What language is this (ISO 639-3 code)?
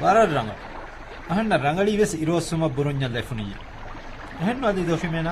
div